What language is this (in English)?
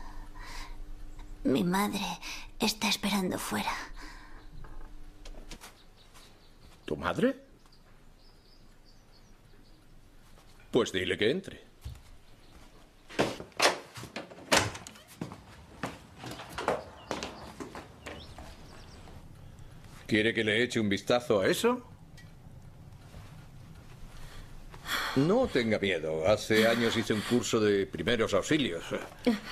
Spanish